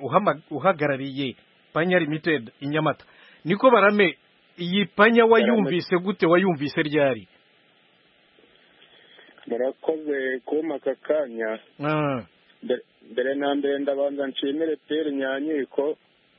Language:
Kinyarwanda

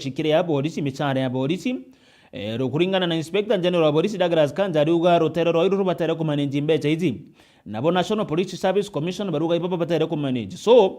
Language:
Meru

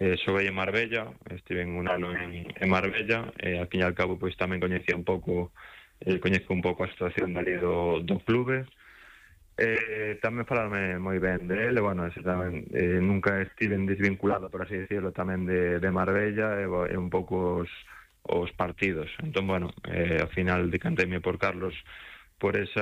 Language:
Galician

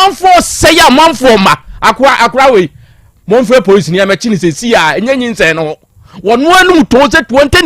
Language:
Akan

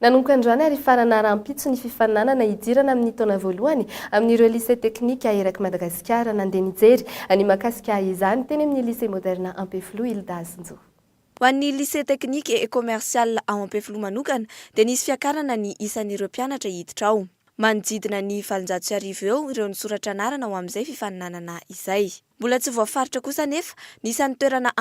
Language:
Malagasy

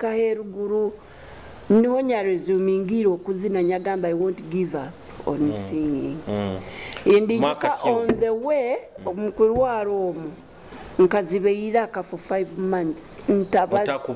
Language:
Nyoro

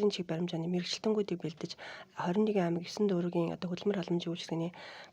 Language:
Mongolian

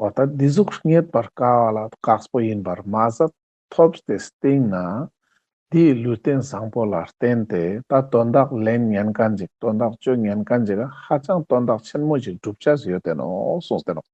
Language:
Ladakhi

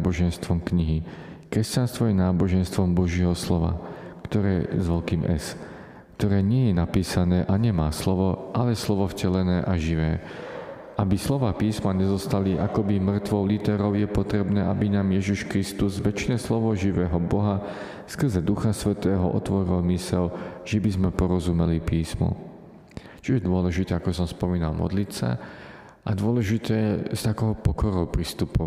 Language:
Slovak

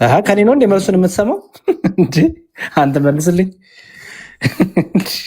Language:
Amharic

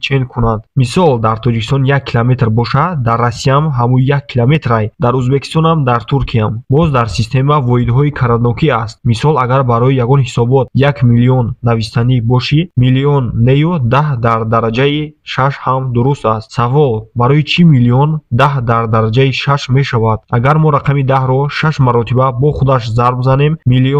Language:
Tajik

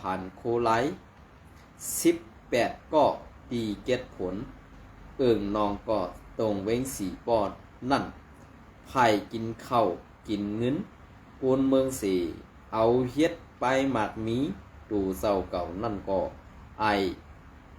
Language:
Shan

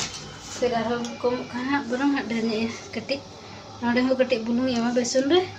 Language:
Santali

